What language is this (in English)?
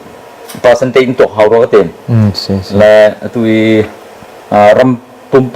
Hakha Chin